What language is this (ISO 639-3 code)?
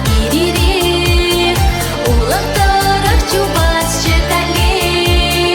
chv